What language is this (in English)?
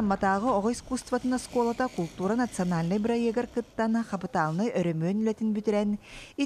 Yakut